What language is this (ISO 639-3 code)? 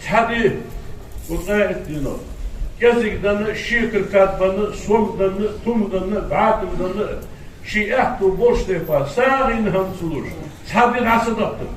inh